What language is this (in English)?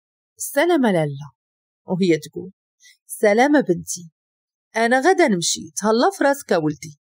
Moroccan Arabic